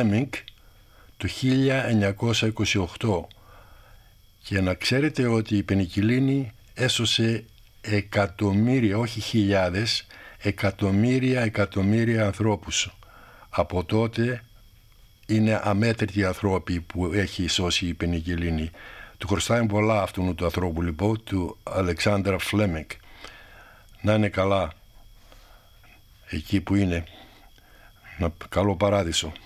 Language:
Greek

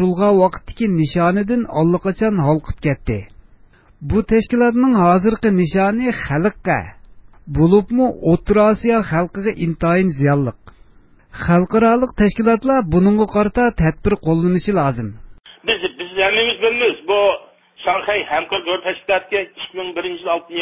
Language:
Uyghur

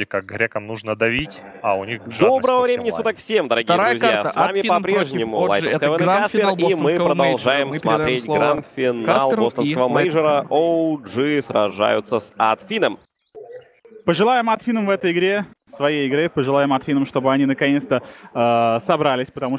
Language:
Russian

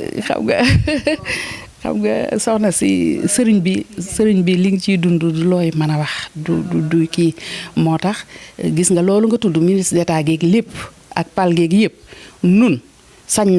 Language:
Wolof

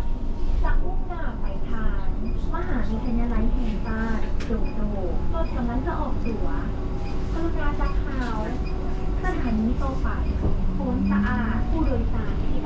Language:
Lao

